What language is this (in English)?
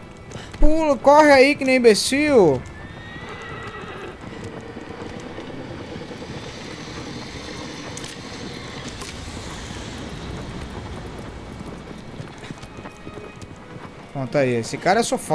Portuguese